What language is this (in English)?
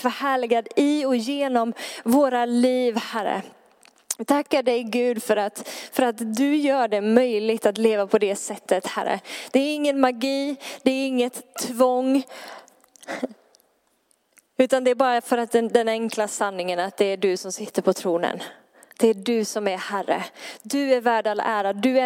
Swedish